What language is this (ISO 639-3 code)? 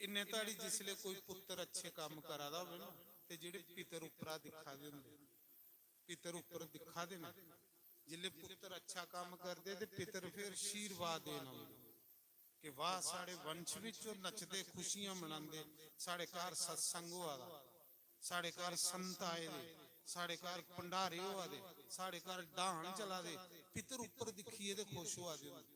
doi